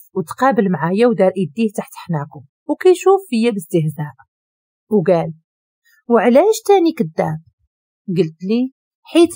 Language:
Moroccan Arabic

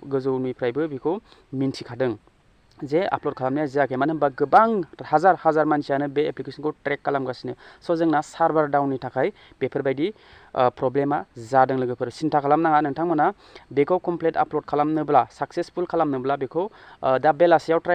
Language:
Bodo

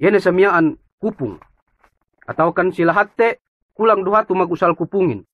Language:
Yakan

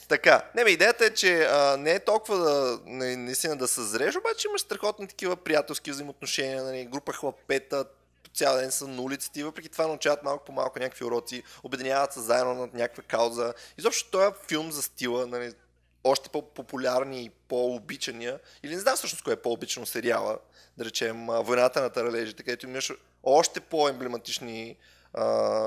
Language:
Bulgarian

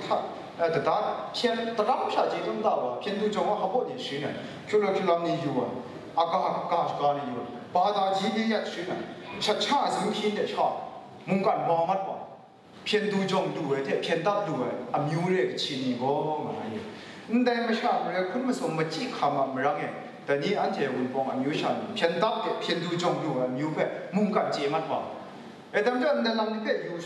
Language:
Kachin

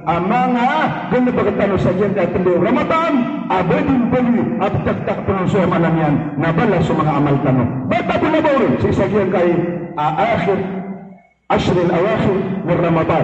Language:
Maranao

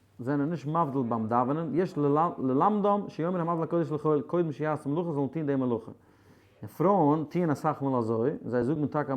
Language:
Yiddish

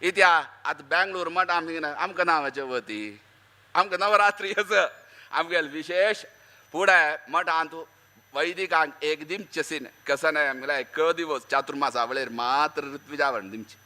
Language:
Konkani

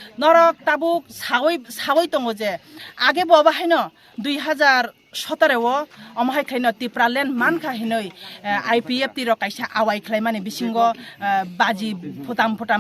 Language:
Kok Borok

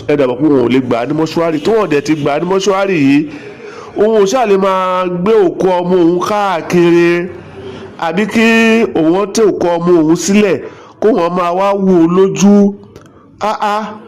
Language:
Yoruba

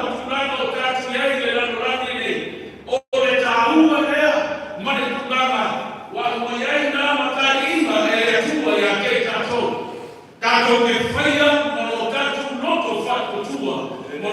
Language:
Samoan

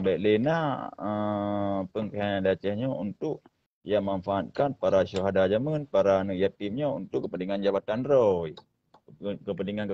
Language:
Achinese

